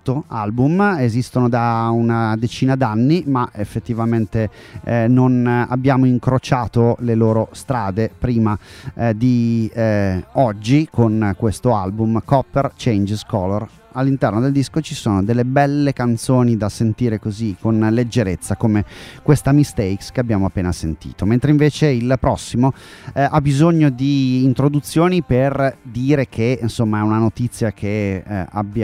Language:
Italian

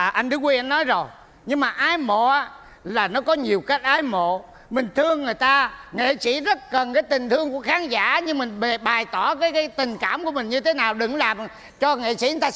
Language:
Vietnamese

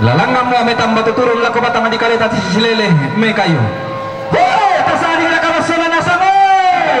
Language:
Toraja-Sa'dan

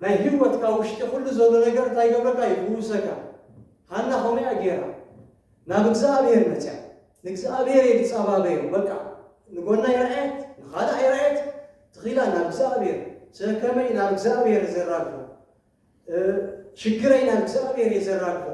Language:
Tigrinya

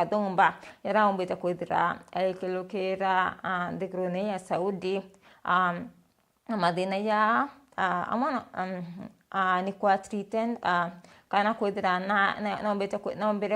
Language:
Meru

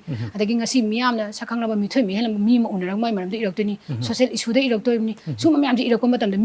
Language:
Manipuri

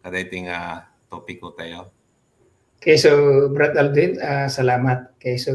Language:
Iloko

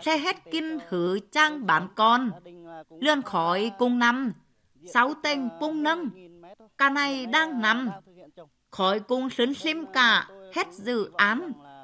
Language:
Tày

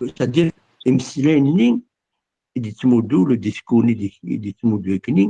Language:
Kabyle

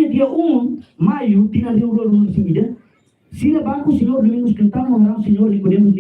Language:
Tetum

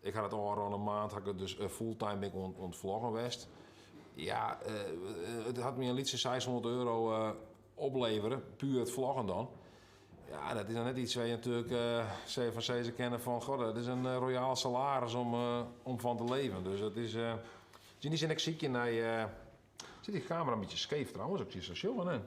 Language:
Western Frisian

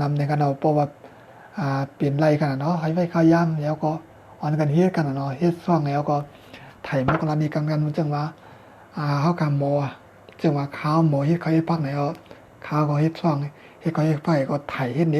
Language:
Shan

